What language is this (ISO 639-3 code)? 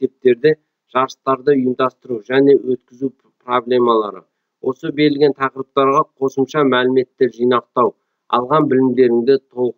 kaz